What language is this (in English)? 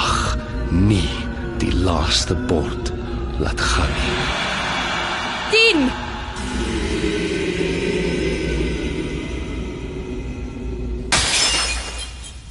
Afrikaans